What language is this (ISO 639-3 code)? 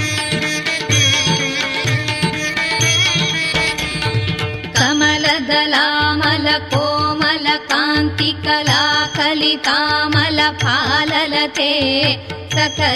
kan